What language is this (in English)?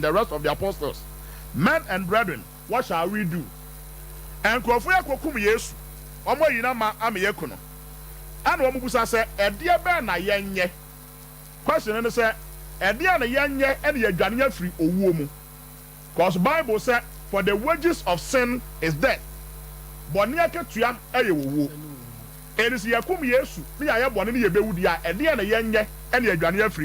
Akan